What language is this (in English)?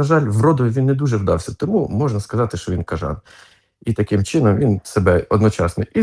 Ukrainian